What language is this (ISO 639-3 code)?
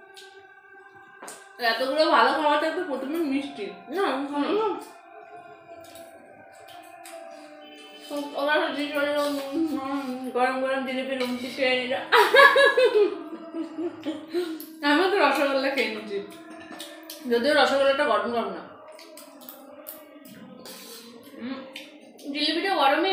ben